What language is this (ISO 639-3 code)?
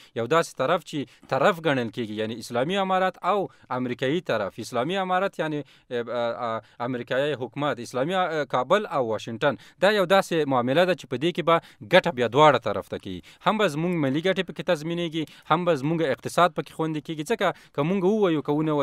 pus